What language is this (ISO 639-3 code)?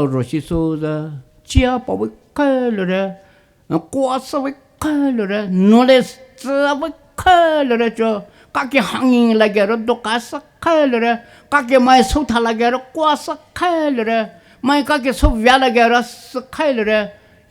pmx